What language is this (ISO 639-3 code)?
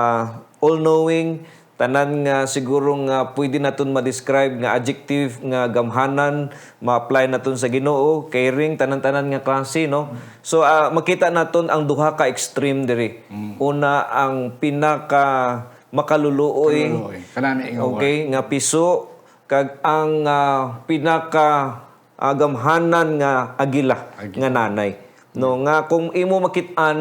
hil